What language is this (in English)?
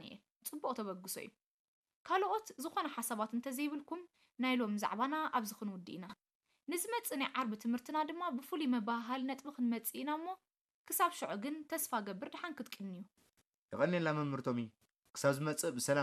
Tigrinya